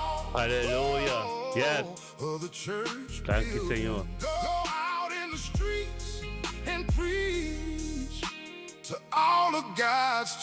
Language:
Papiamento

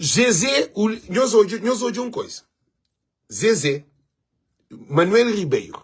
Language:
Kabuverdianu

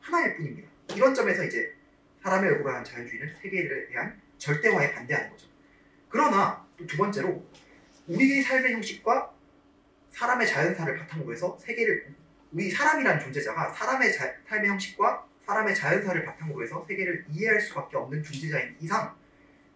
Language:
Korean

